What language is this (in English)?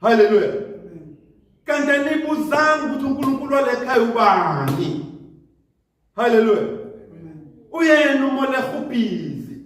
Zulu